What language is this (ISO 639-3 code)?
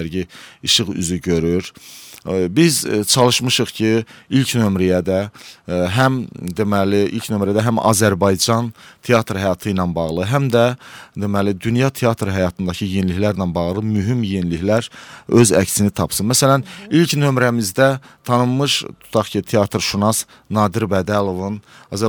aze